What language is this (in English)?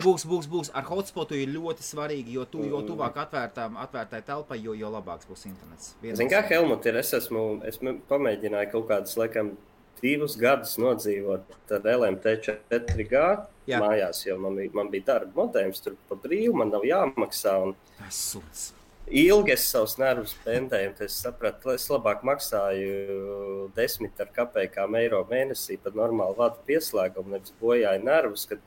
Latvian